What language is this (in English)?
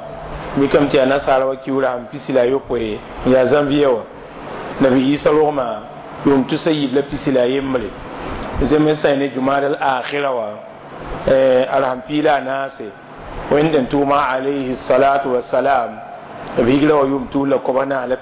Mossi